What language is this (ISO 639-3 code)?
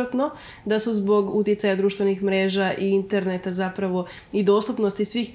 srp